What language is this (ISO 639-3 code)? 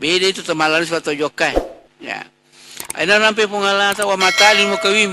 bug